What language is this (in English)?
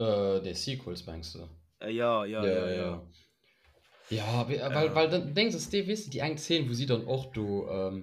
Luxembourgish